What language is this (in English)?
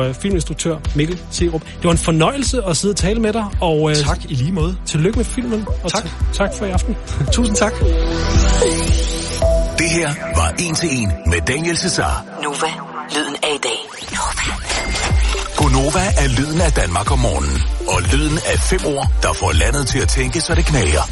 Danish